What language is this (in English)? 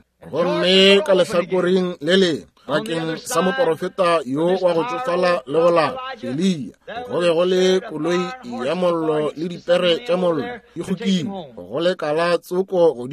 Northern Sotho